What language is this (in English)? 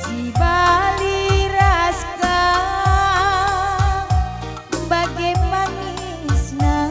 Batak Karo